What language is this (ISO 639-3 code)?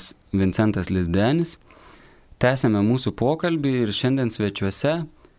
lit